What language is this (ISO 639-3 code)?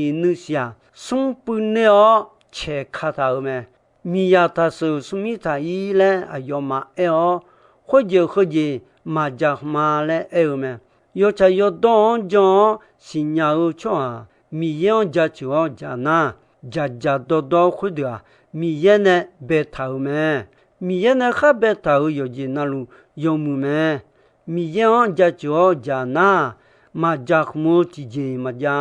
ahk